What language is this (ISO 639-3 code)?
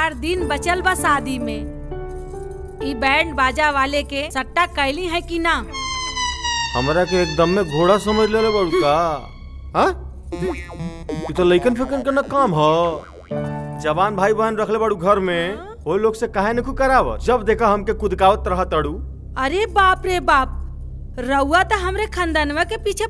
bho